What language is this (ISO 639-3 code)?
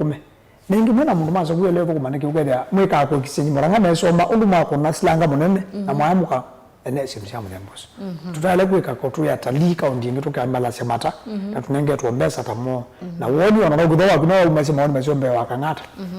kam